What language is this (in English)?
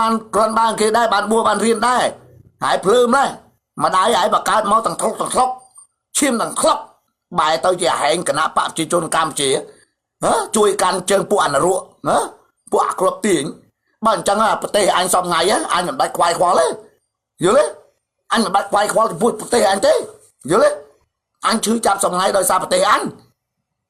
Khmer